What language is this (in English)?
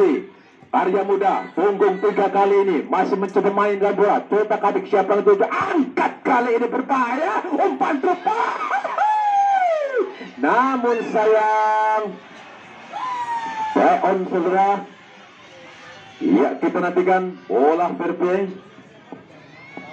Indonesian